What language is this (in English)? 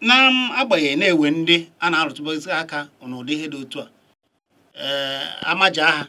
Igbo